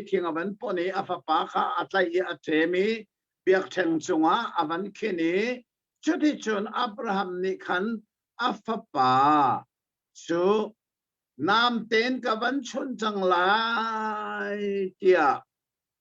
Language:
Hakha Chin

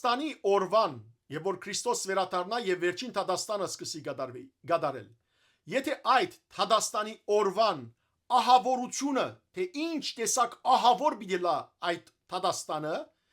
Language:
Western Armenian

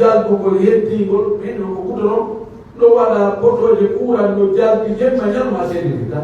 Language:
Pular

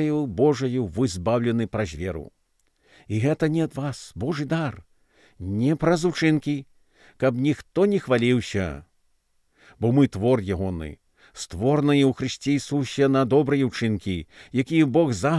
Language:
Belarusian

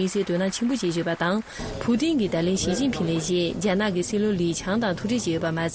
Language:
Tibetan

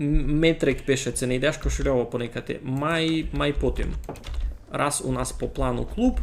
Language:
Rusyn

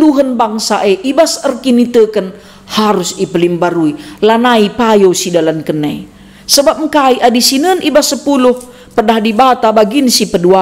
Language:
Batak Karo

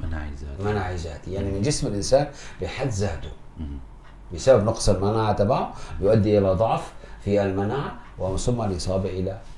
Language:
North Levantine Arabic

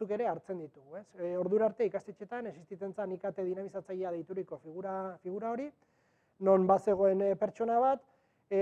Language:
Basque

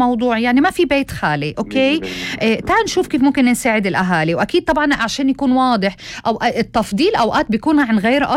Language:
North Levantine Arabic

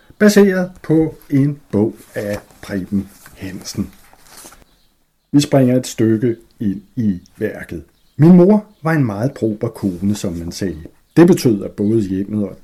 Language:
Danish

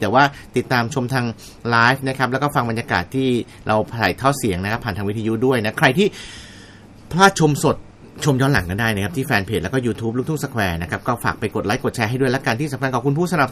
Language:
Thai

